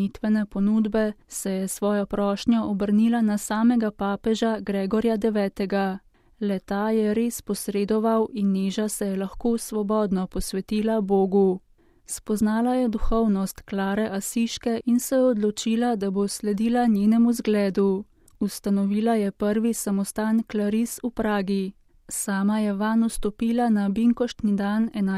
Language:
Slovenian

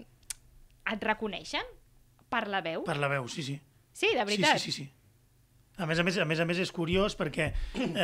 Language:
Catalan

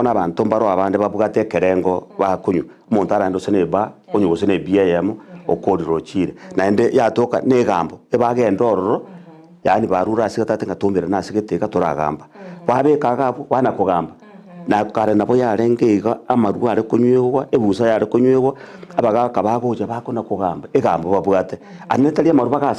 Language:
Gusii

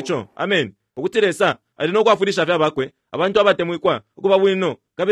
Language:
Bemba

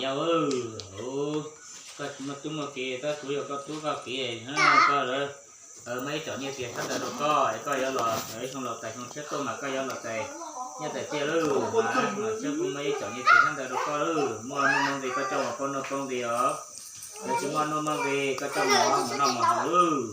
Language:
Hmong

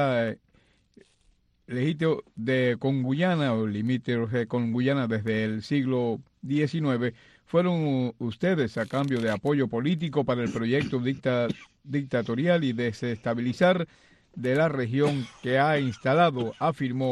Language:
Spanish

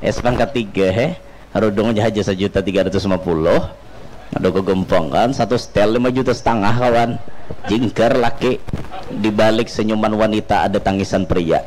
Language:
Banjar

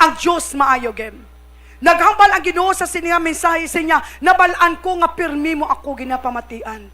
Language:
Hiligaynon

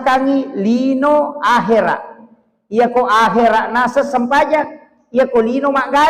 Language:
Buginese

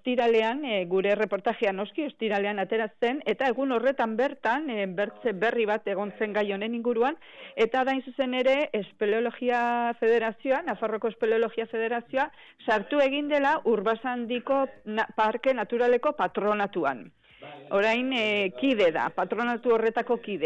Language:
Basque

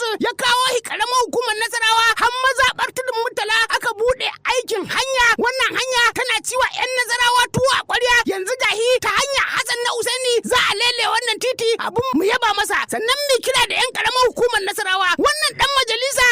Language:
Hausa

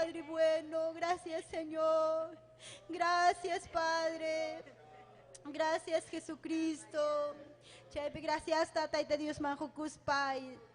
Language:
Ayacucho Quechua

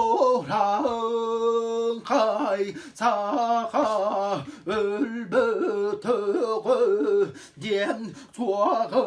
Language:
Yakut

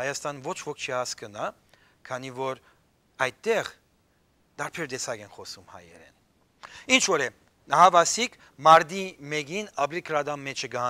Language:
Western Armenian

